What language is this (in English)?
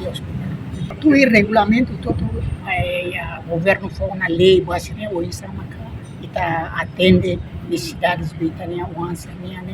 Tetum